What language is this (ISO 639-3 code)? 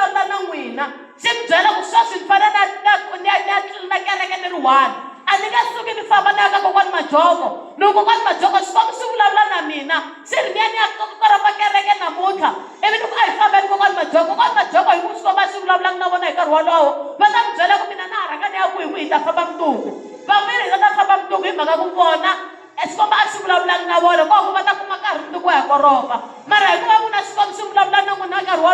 tso